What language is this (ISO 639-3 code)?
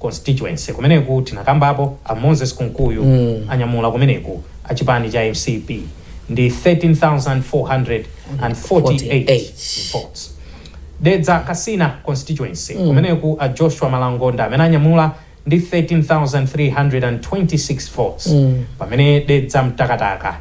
nya